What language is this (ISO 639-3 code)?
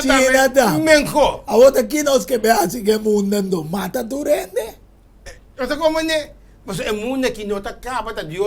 pap